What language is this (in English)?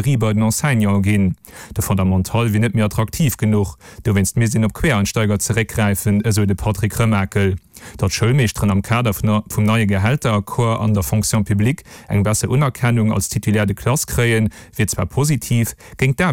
Luxembourgish